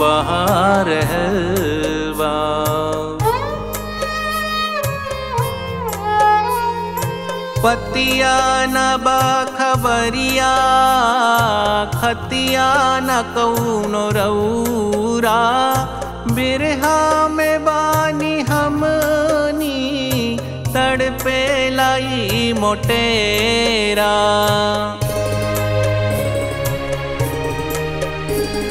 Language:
Bhojpuri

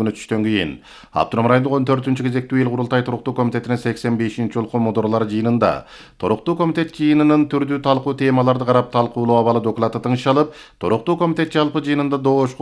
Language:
Kyrgyz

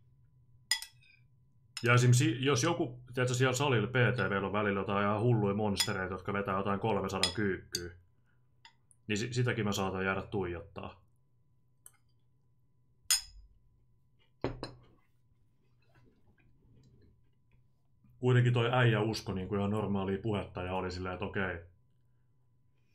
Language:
Finnish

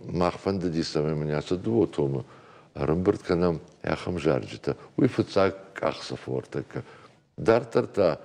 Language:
Ossetic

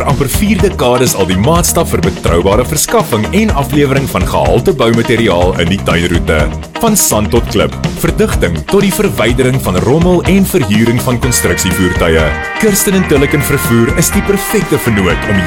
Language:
Afrikaans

